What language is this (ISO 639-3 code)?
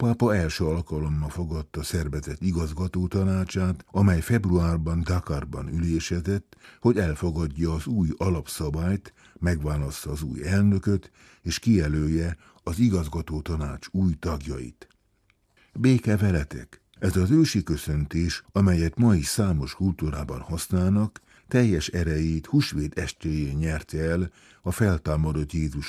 hun